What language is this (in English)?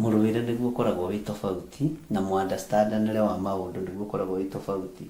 Kikuyu